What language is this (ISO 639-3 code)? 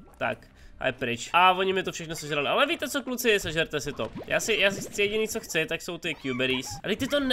ces